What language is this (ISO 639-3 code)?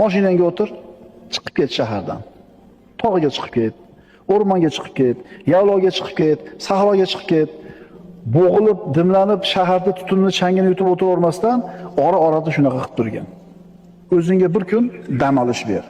uzb